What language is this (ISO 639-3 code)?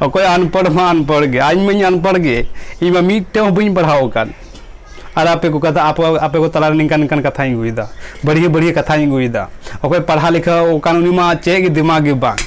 sat